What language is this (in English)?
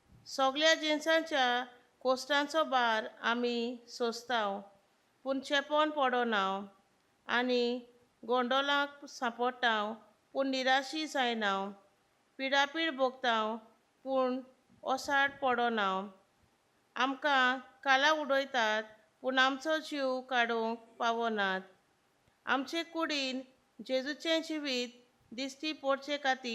Konkani